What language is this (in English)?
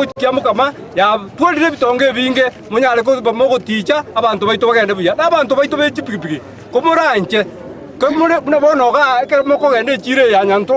Gusii